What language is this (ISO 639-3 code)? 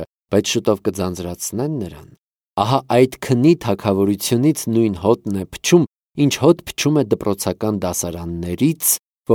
hye